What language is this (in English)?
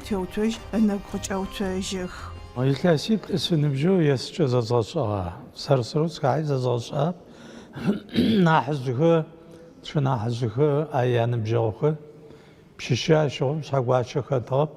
Adyghe